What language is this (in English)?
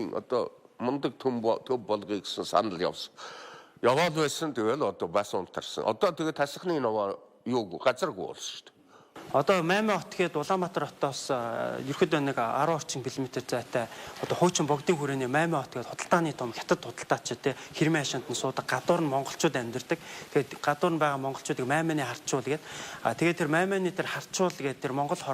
Mongolian